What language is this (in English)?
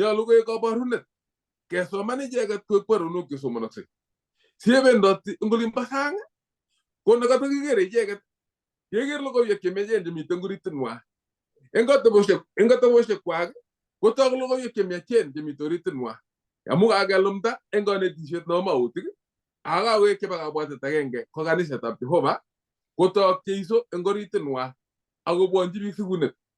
Kalenjin